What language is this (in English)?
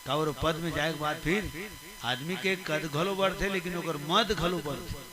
Chhattisgarhi